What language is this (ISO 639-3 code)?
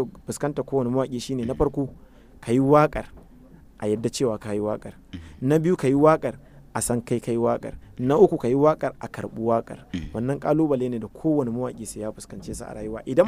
hau